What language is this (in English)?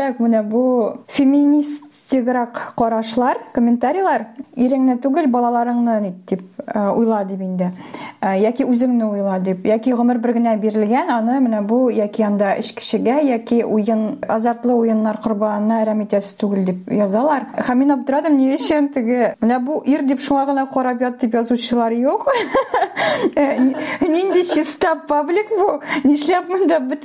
Tatar